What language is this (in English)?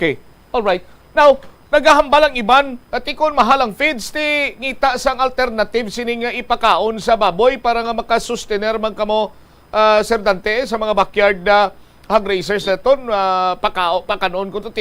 Hiligaynon